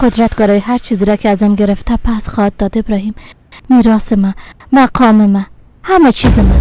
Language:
Persian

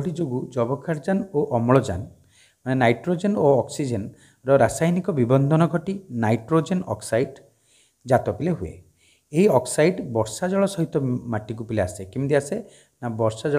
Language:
Odia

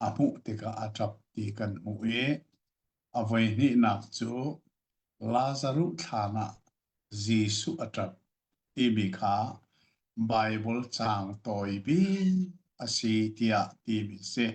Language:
Hakha Chin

